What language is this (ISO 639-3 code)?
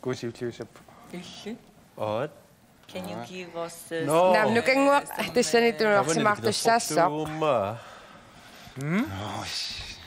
kal